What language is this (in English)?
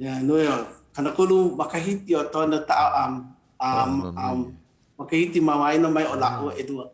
Hawaiian